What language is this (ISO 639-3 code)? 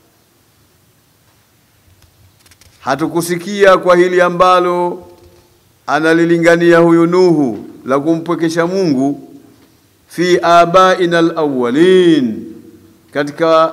swa